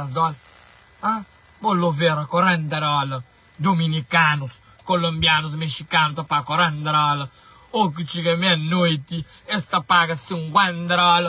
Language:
Kabuverdianu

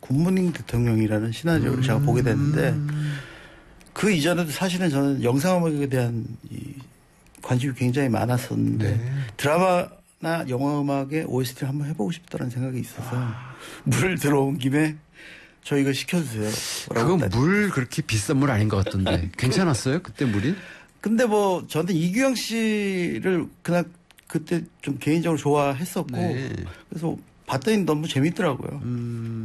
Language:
Korean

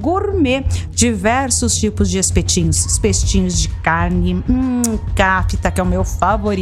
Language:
Portuguese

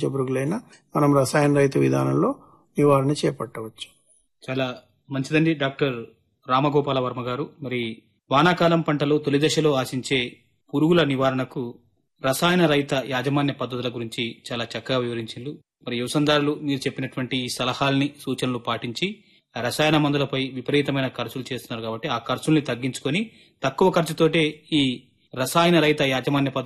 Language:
Telugu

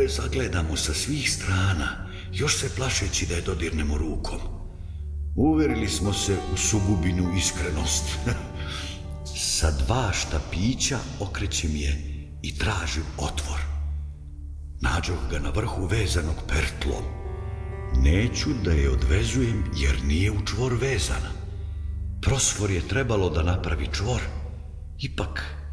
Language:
Serbian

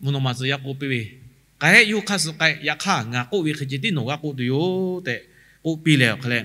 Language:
Lahu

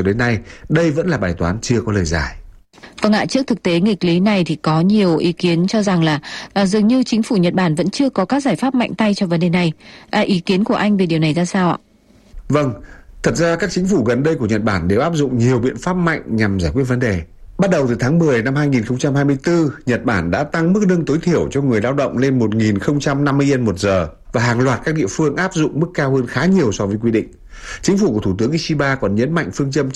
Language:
Vietnamese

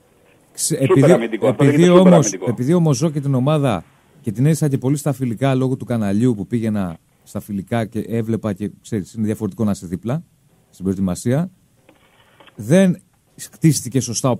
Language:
Greek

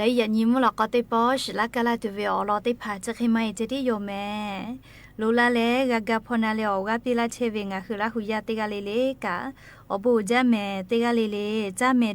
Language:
Lahu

